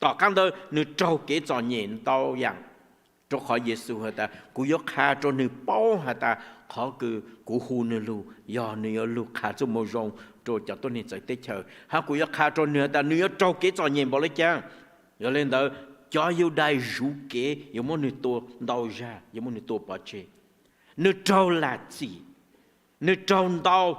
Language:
Hmong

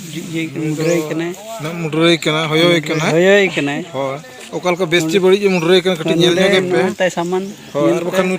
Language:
Santali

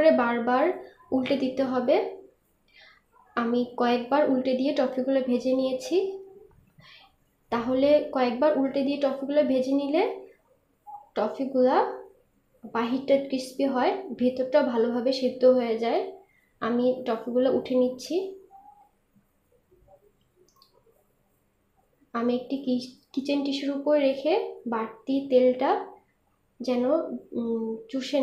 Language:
Bangla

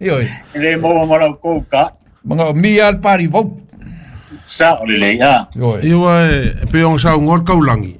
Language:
Samoan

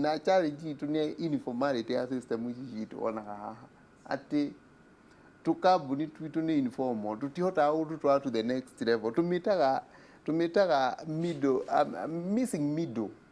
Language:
Kikuyu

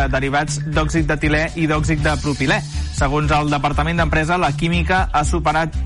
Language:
Catalan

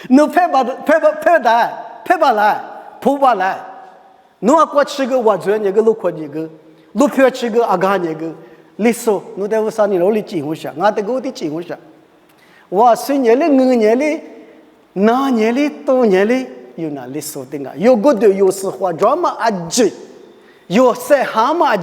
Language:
Lisu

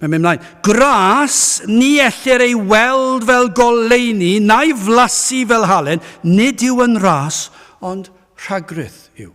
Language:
Welsh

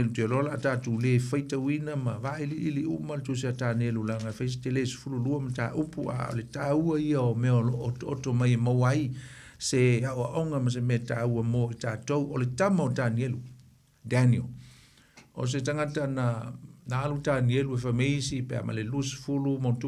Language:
Samoan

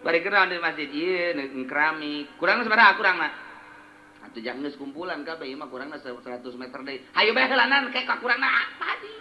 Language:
Sundanese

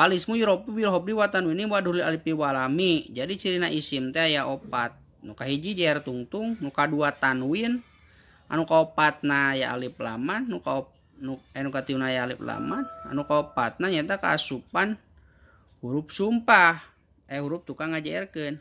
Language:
Sundanese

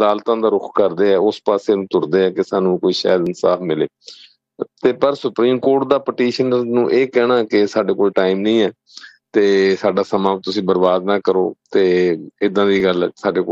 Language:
Punjabi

